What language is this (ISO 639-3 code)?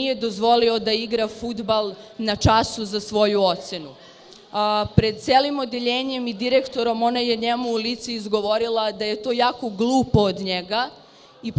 srp